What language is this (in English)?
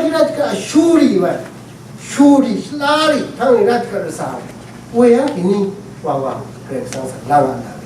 Rawang